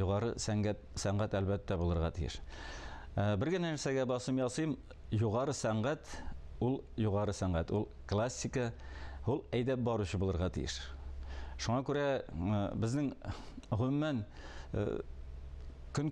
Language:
Tatar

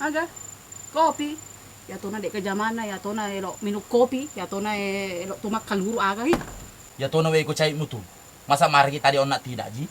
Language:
Buginese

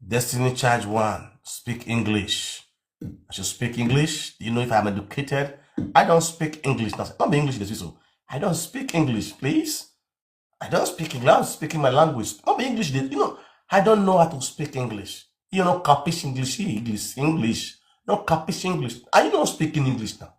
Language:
Nigerian Pidgin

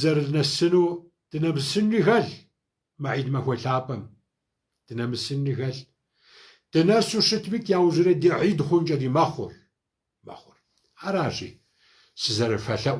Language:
Kabardian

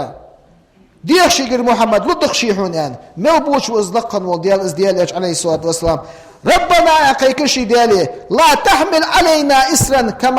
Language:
Ingush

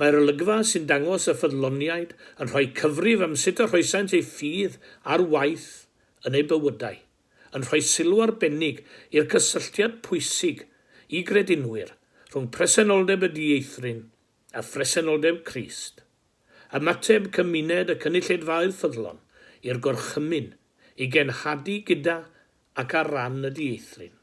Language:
Welsh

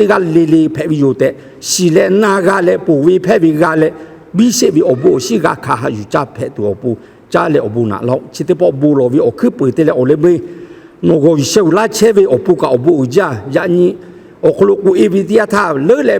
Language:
Lahu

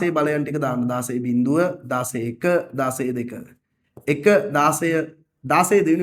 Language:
Sinhala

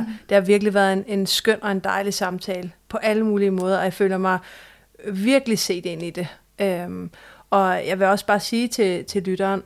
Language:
Danish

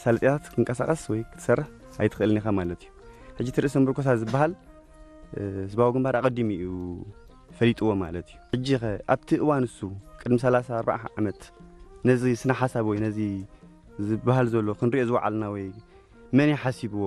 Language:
Tigrinya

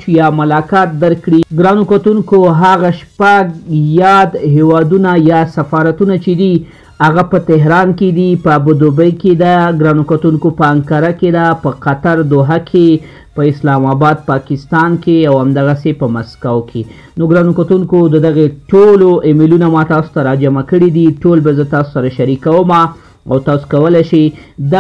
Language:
Pashto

